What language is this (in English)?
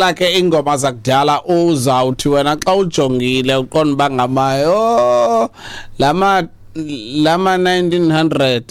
Xhosa